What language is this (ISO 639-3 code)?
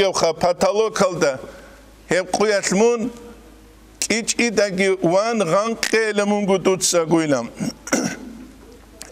ava